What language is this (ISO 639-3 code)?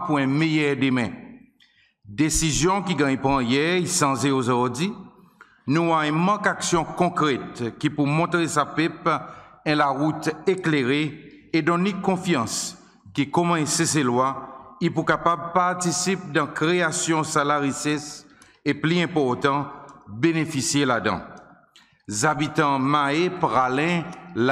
crs